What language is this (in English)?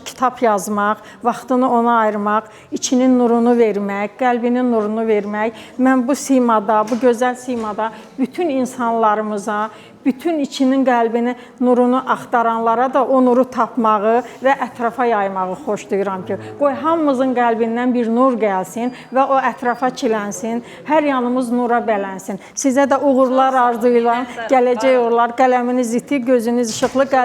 Azerbaijani